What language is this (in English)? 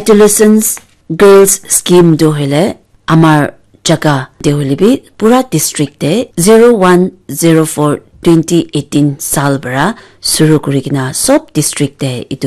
Naga Pidgin